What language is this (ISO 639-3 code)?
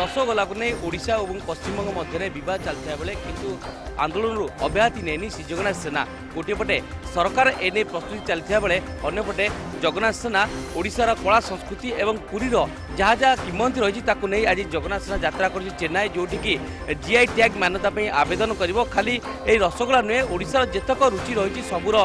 ori